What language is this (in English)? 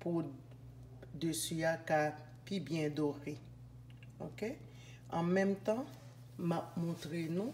Haitian Creole